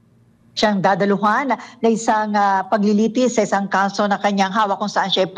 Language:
Filipino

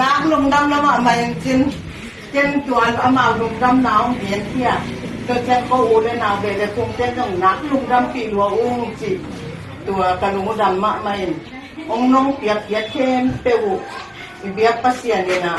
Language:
Tedim Chin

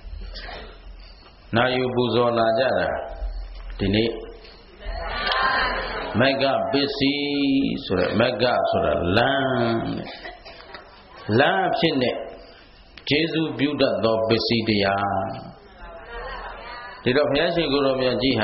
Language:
Burmese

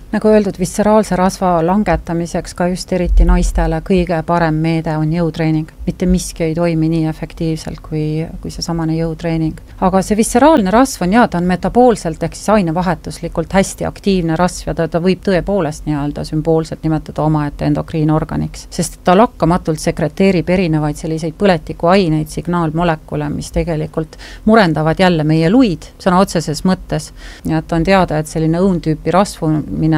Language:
Estonian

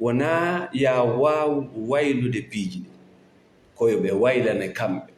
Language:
Fula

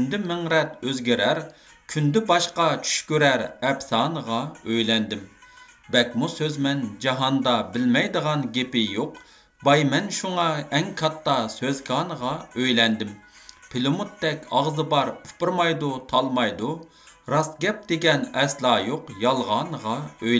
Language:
Uyghur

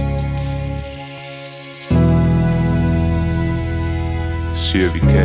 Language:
Danish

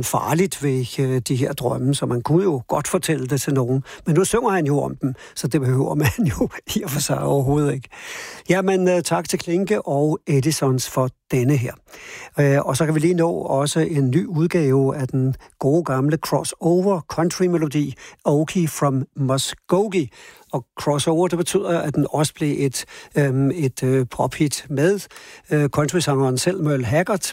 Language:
Danish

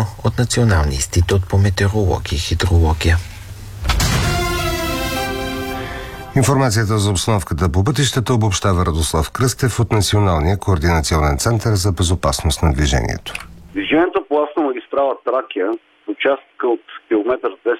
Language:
Bulgarian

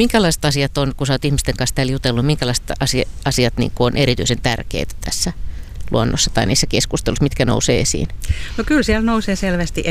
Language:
Finnish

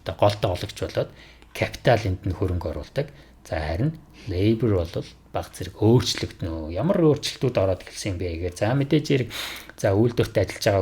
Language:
Mongolian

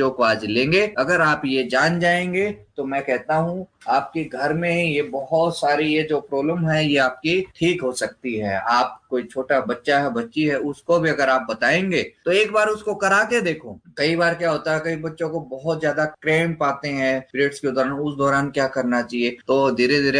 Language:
Hindi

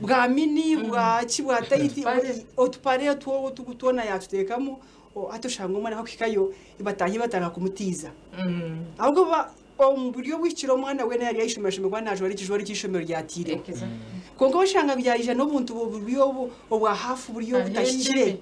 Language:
Nyankole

